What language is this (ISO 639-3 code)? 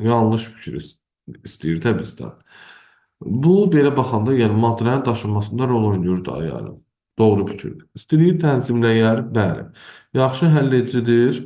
aze